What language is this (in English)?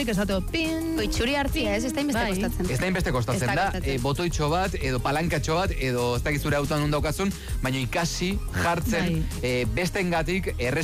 Basque